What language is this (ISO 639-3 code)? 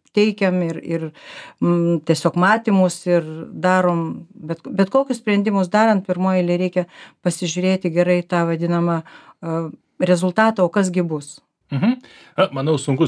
lit